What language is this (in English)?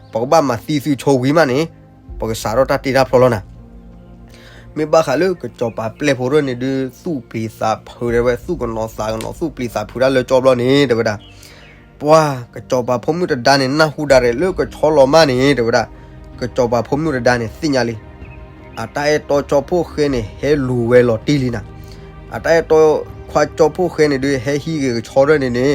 S'gaw Karen